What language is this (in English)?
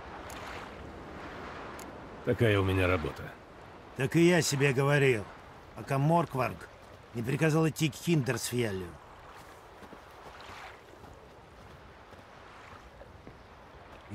Russian